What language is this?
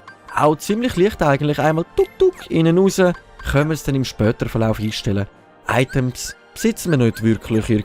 Swiss German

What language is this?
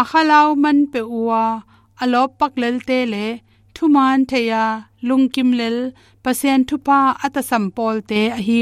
Tedim Chin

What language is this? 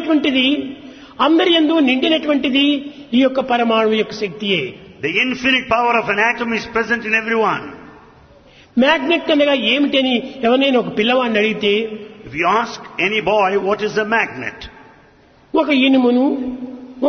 Telugu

